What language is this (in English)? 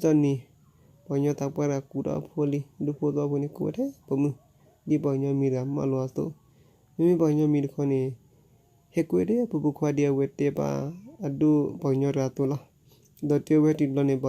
S'gaw Karen